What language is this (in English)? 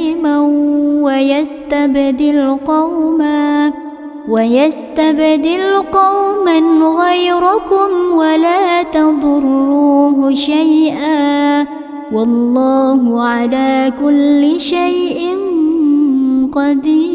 Arabic